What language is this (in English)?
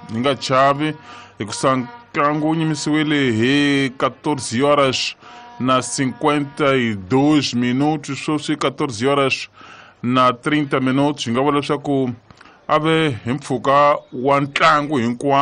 Tsonga